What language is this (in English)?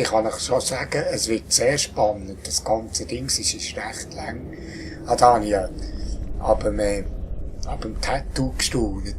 Swiss German